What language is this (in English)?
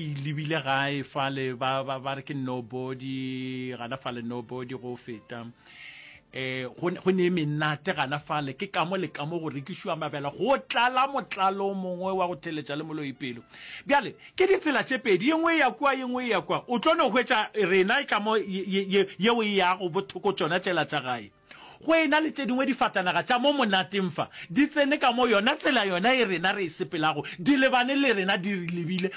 Northern Sotho